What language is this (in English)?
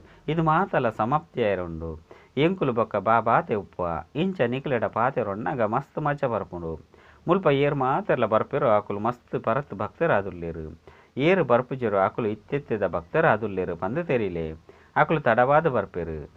Tulu